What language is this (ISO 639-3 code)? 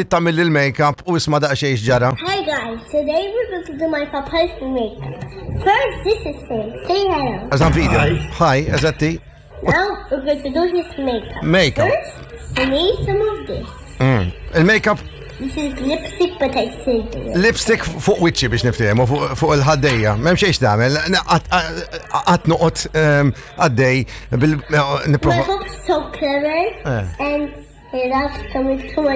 mlt